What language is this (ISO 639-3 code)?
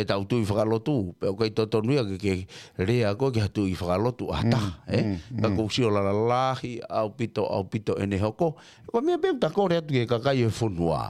ton